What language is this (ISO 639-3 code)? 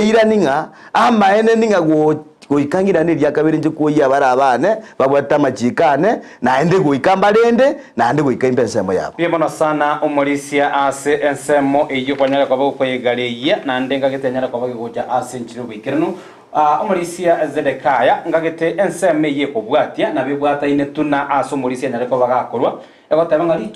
guz